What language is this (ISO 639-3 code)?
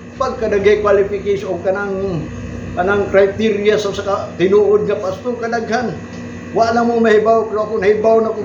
ceb